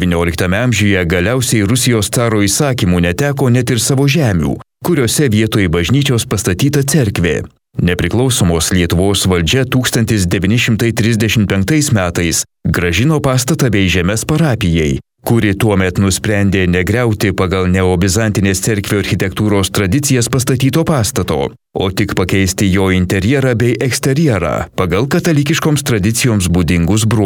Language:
Lithuanian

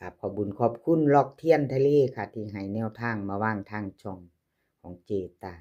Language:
Lao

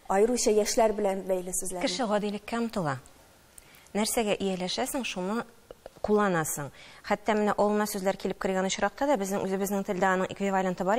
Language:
Tatar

